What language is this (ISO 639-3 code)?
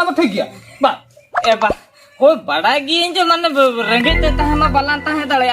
sat